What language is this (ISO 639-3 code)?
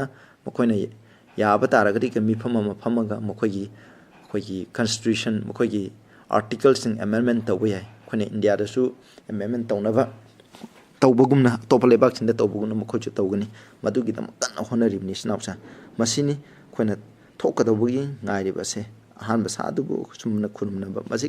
mni